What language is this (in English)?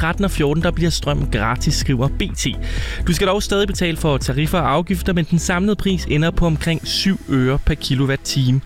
Danish